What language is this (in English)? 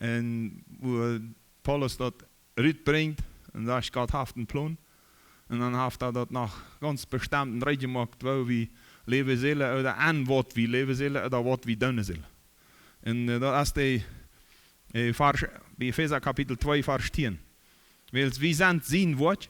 Plautdietsch